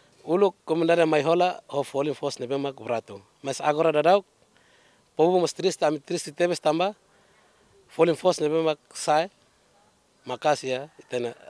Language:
Tetum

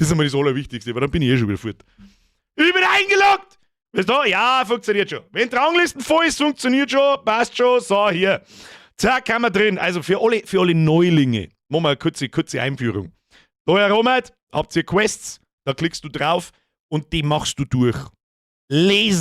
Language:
Bavarian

